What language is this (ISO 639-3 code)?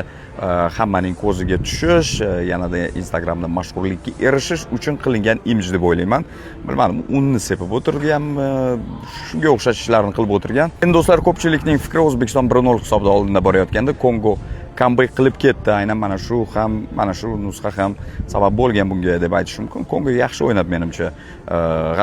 uzb